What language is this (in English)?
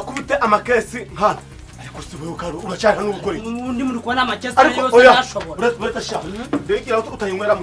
Kinyarwanda